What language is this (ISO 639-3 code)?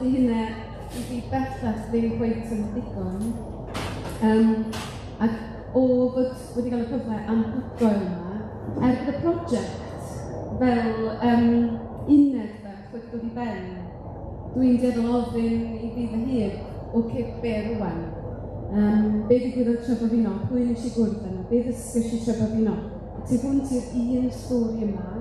cym